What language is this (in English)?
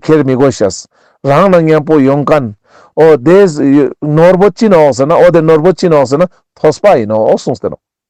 Ladakhi